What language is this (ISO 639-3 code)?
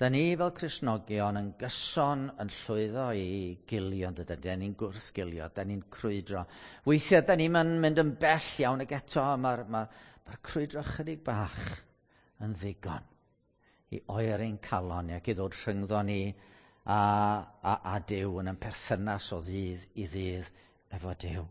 cym